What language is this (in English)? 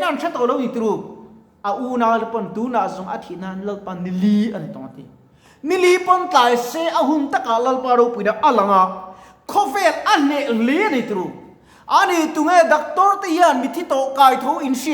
Mizo